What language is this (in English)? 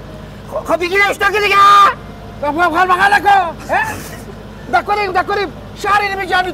Persian